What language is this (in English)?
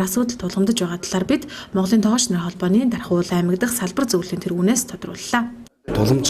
Mongolian